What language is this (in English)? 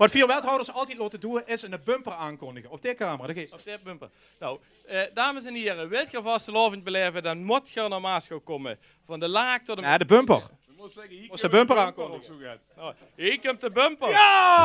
Limburgish